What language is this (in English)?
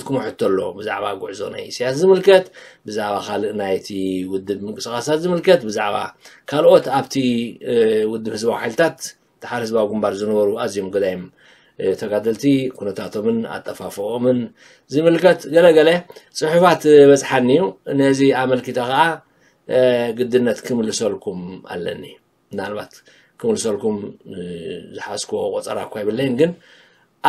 Tigrinya